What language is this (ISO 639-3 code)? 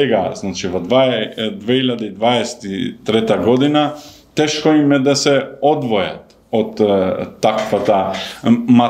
mkd